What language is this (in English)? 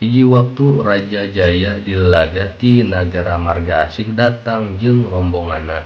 Sundanese